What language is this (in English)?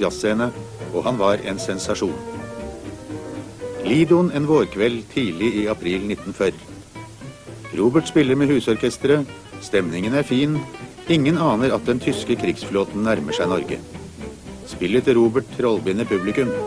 Norwegian